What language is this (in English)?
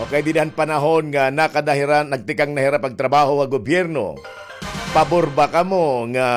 Waray